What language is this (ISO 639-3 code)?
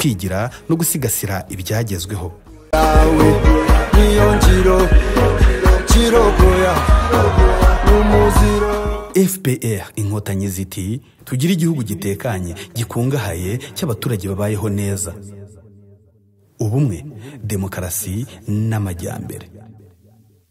kin